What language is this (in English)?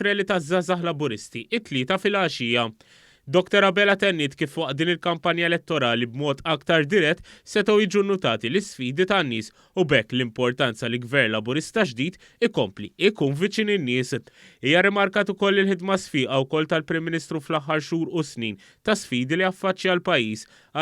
Maltese